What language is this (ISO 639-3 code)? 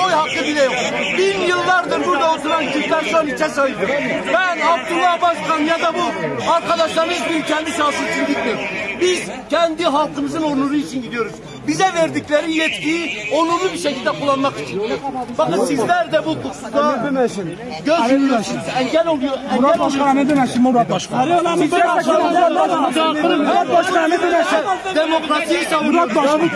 tur